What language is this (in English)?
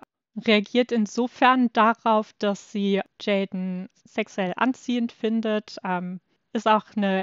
German